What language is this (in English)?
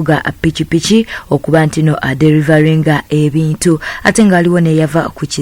Ganda